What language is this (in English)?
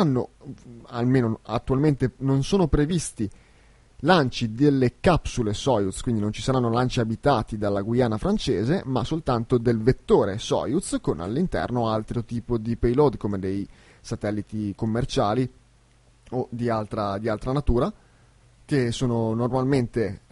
Italian